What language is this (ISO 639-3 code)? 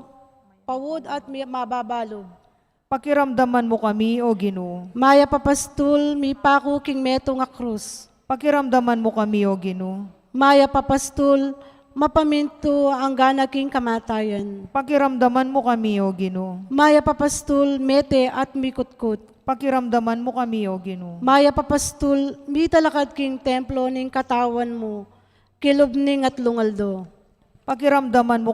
pam